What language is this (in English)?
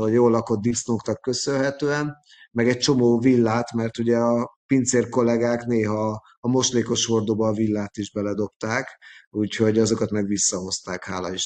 Hungarian